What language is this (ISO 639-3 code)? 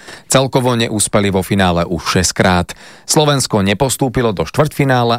slk